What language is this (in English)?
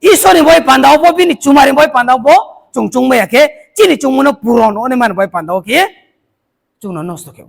Riang (India)